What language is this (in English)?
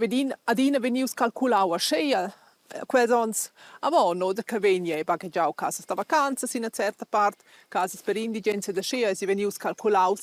Romansh